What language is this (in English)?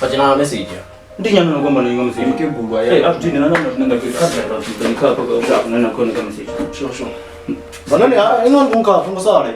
Venda